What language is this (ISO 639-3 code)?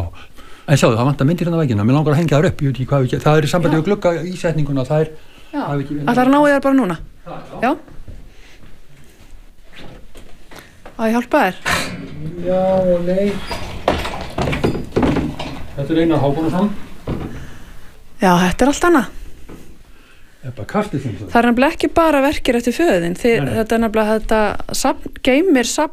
isl